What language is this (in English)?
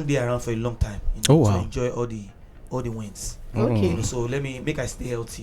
Nigerian Pidgin